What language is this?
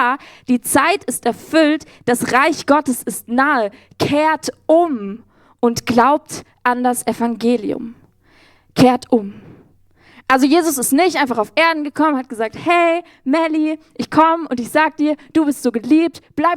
Swiss German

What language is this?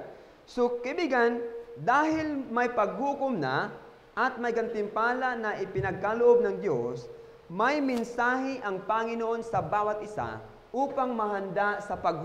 Filipino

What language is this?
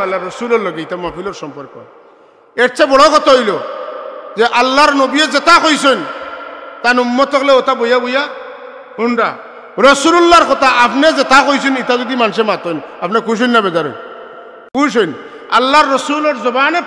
Sylheti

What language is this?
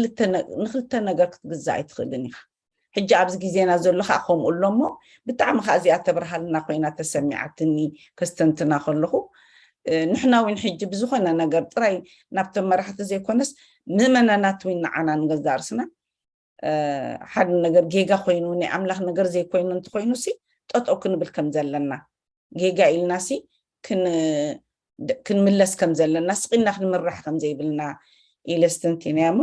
Tigrinya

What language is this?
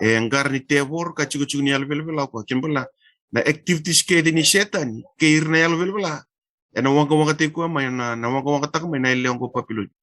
Fijian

